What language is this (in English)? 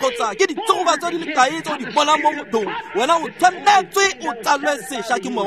Tswana